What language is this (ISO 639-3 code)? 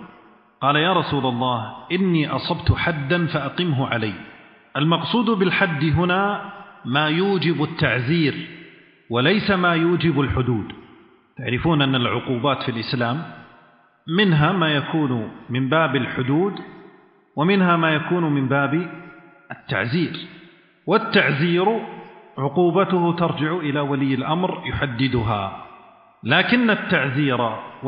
ara